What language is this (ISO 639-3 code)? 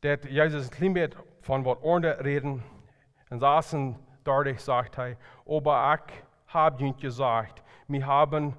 pdt